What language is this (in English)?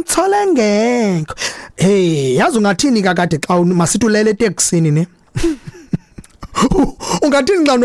Xhosa